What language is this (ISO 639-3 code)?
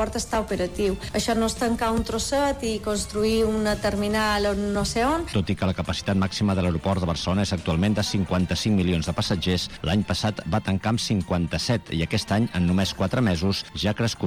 cat